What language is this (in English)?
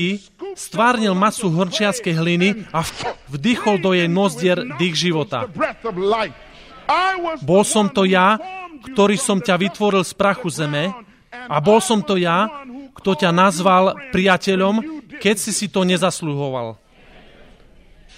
Slovak